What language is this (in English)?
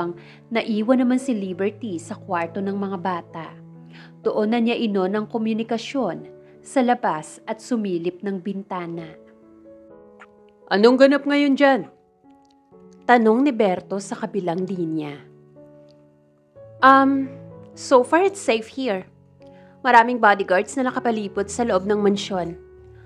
Filipino